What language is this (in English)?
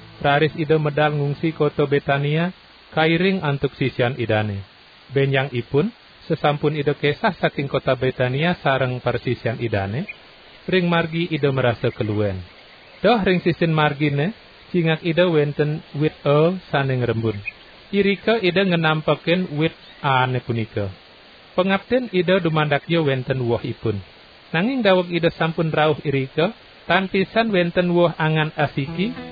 Balinese